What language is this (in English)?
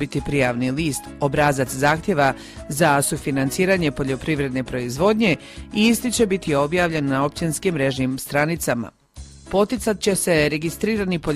Croatian